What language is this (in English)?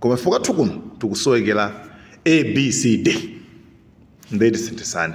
Nyanja